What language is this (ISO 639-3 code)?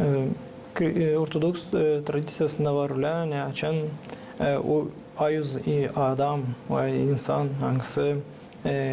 gag